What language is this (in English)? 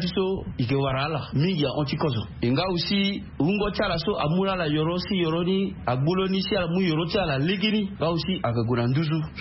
Sango